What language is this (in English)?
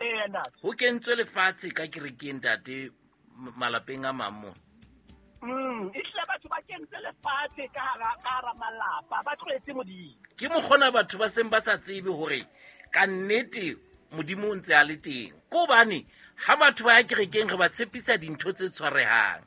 Southern Sotho